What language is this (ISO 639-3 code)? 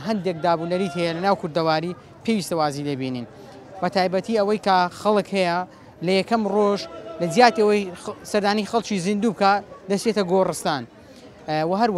ckb